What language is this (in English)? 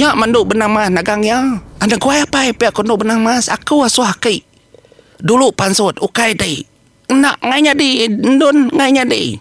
Iban